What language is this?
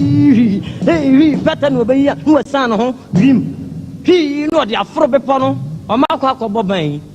Akan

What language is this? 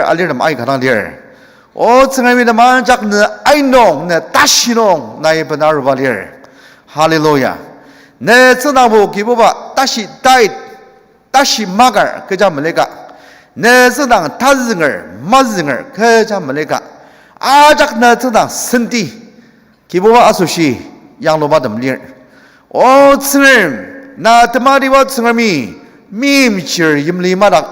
Ao Naga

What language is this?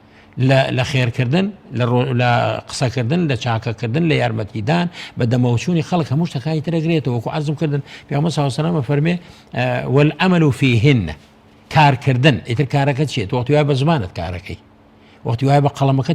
Central Kurdish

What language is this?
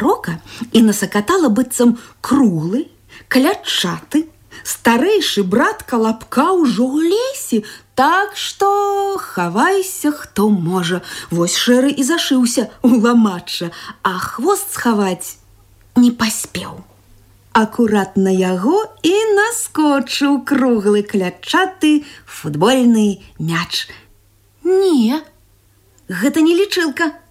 Belarusian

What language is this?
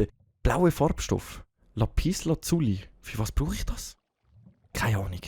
Swiss German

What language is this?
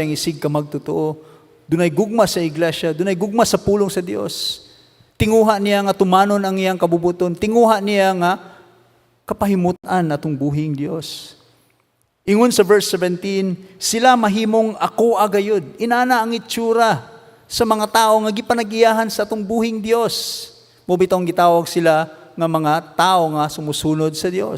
Cebuano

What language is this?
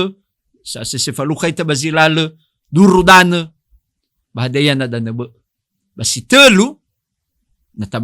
Nias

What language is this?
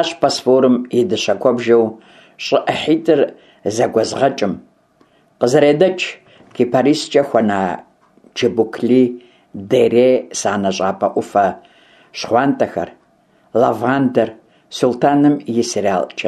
Kabardian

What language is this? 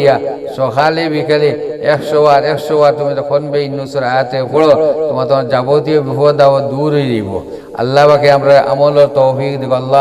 Sylheti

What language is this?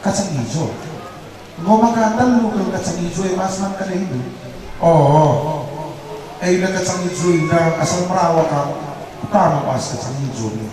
Batak Karo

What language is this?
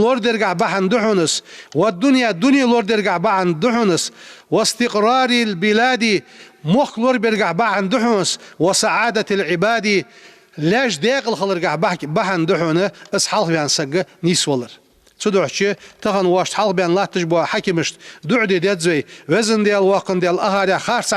Ingush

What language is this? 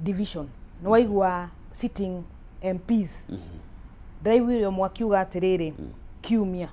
Kikuyu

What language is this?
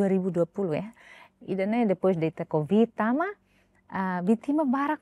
Tetum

